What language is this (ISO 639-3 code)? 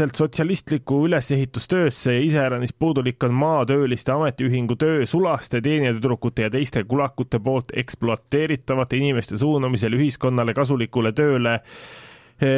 est